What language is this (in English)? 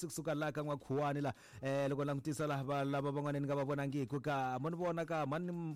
Tsonga